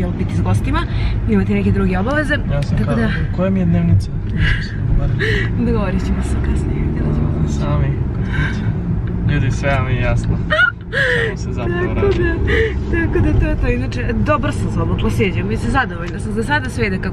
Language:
Serbian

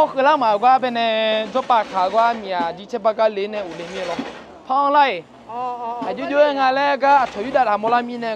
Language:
Akha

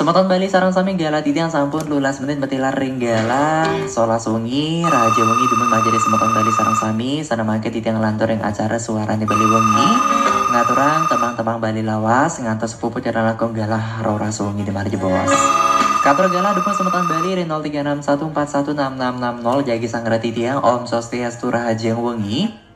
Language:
Balinese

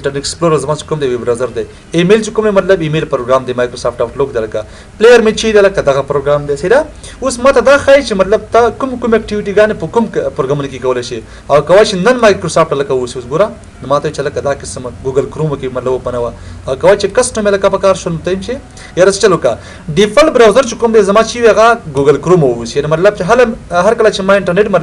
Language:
Pashto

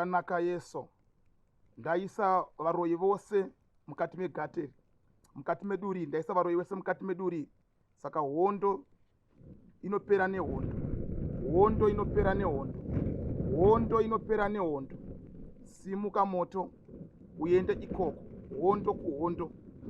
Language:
Shona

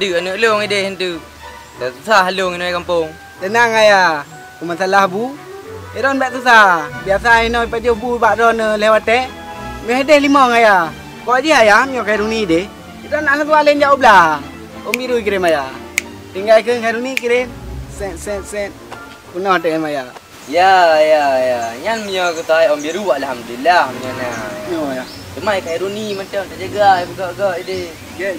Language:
Achinese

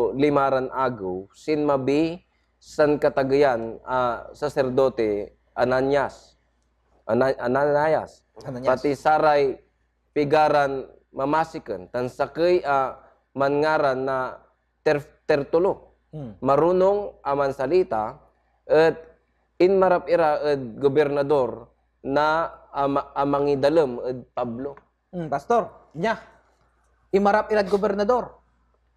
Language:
Pangasinan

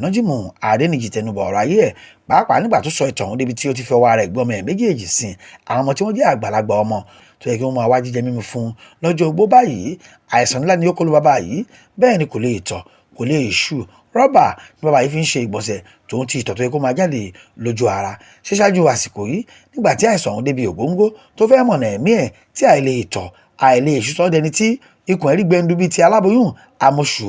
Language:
Yoruba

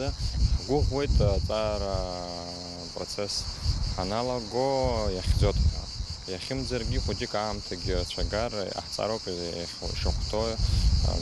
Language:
Abkhazian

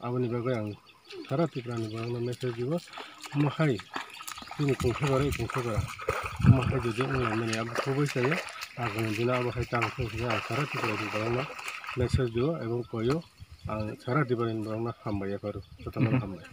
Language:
Kok Borok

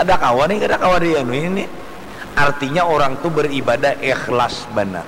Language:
Banjar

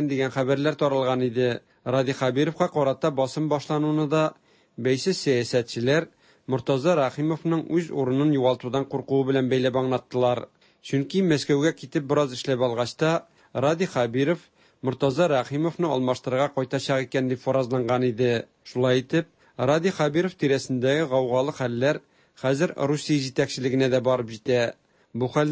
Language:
Tatar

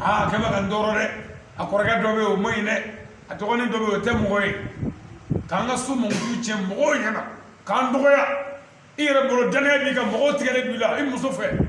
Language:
Bambara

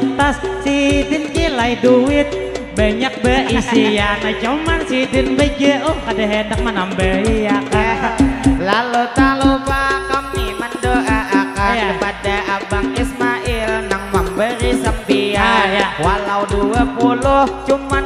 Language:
Banjar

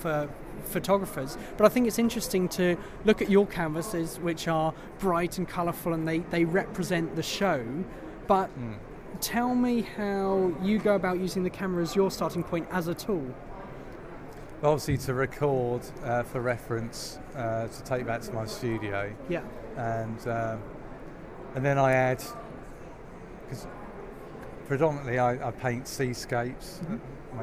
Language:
English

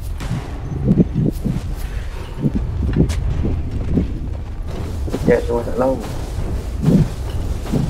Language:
Malay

